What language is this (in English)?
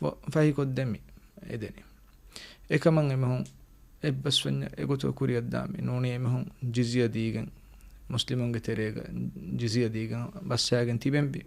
Divehi